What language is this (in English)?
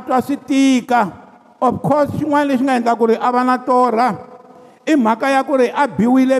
Tsonga